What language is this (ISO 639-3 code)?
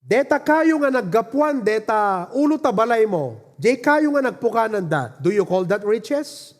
ilo